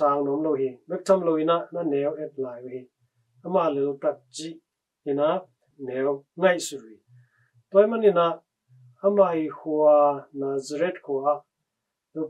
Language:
Tedim Chin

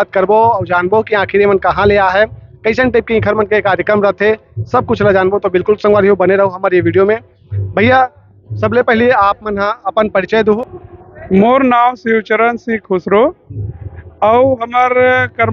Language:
Chhattisgarhi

